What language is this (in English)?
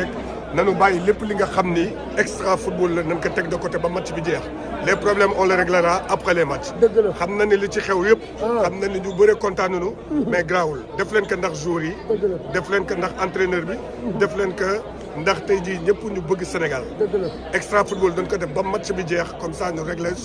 Wolof